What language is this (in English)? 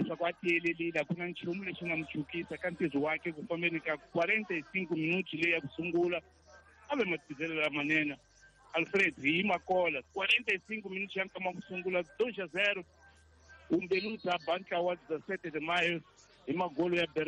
Tsonga